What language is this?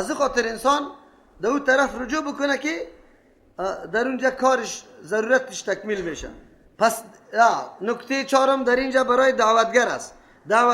Persian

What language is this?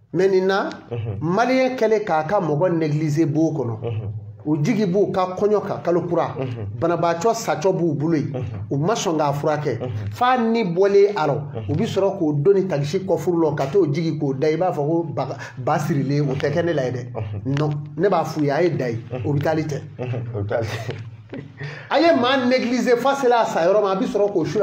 Bambara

